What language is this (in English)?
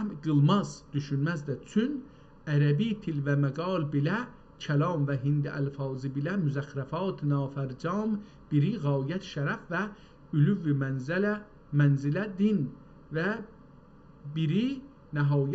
South Azerbaijani